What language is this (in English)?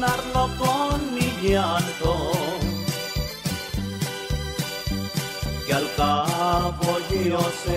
Spanish